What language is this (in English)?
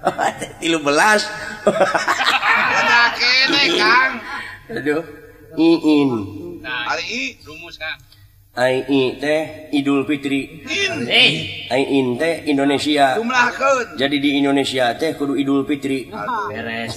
Sundanese